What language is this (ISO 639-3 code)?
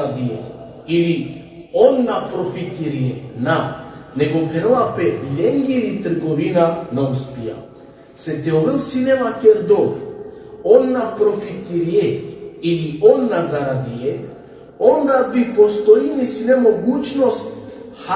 rmn